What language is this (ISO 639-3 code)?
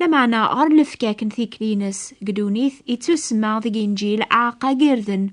kab